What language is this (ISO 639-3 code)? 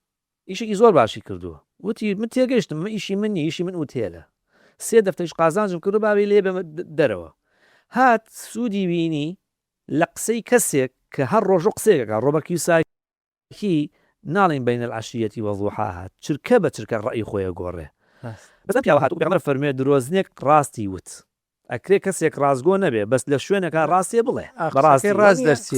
ckb